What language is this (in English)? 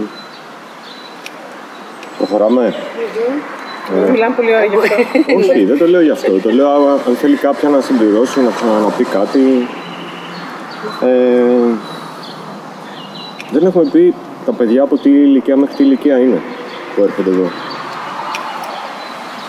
Greek